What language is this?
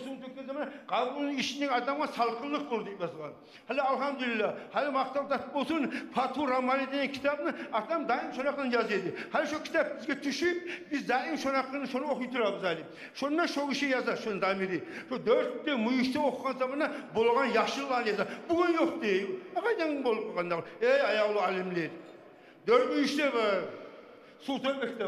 Kumyk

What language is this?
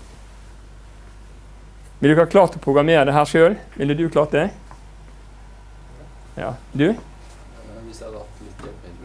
Norwegian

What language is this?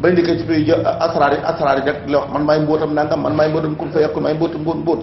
Wolof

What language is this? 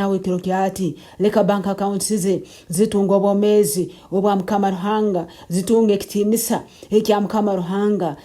Nyankole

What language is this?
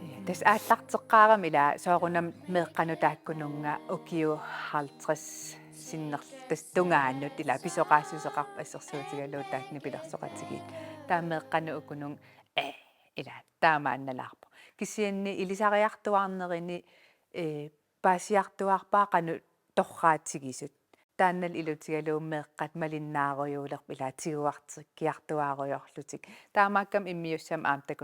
Kalaallisut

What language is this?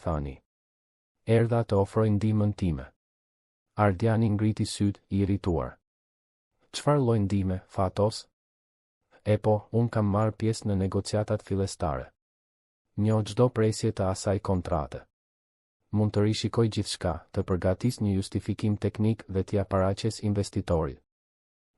Albanian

